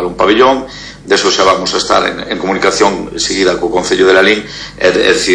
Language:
Galician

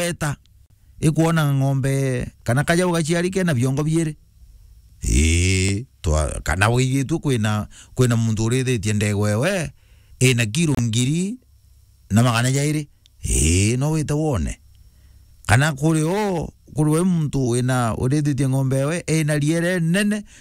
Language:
Meru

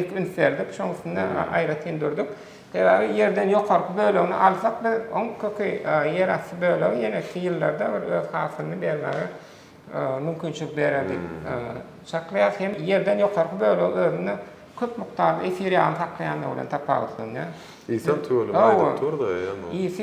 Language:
Turkmen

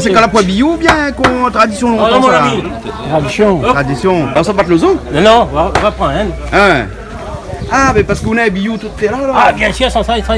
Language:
Réunion Creole French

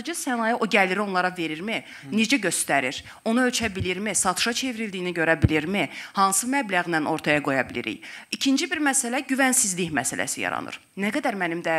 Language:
Azerbaijani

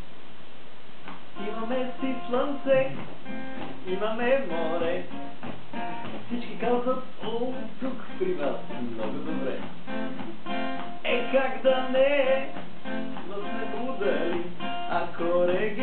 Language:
Bulgarian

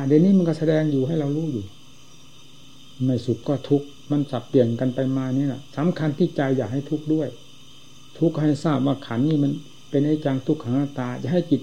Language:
Thai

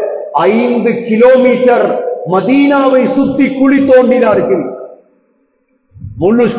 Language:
Tamil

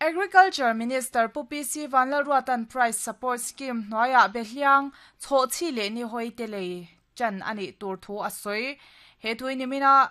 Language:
Mizo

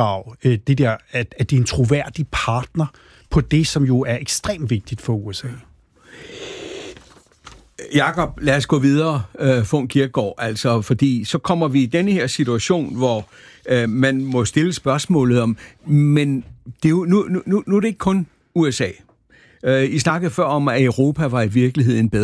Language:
Danish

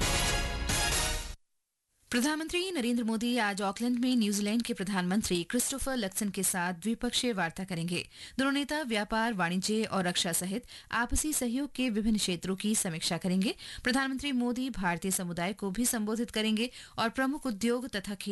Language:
Hindi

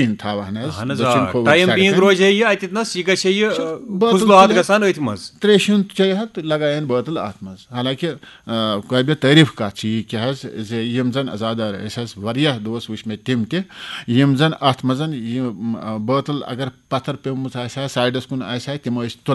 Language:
Kashmiri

